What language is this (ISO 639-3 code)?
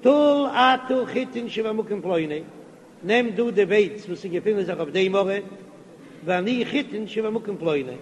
yid